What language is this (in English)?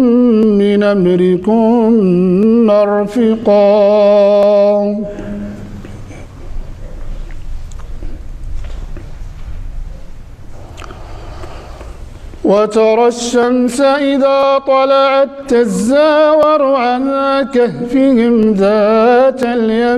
Arabic